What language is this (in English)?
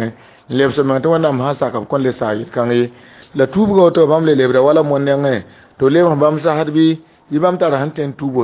Mossi